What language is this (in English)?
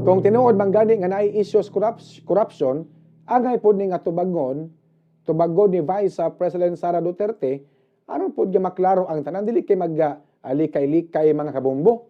Cebuano